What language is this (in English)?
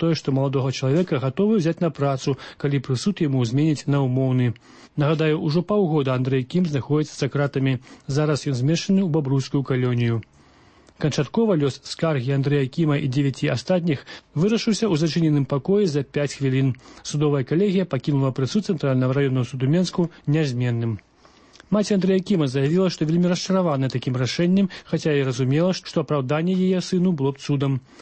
Belarusian